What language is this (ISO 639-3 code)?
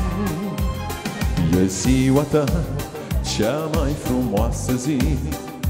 ron